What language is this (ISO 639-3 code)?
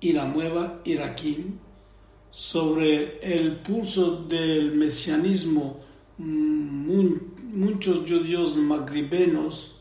lad